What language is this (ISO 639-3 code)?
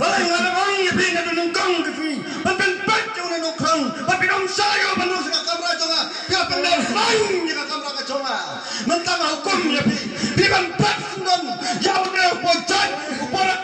kha